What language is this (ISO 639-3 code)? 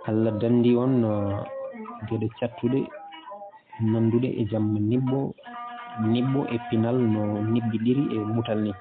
ful